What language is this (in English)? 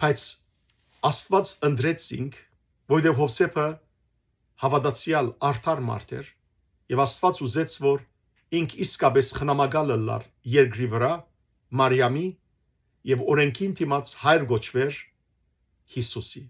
Western Armenian